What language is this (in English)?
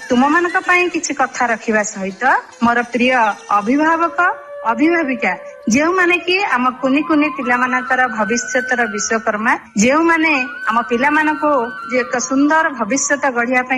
Odia